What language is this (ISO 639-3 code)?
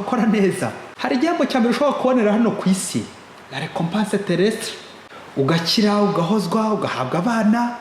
kin